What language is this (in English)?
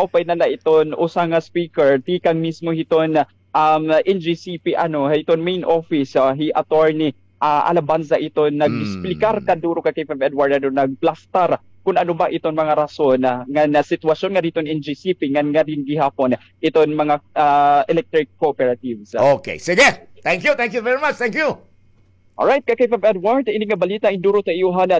Waray